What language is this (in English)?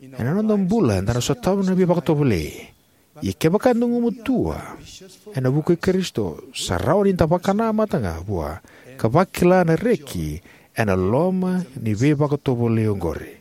Fijian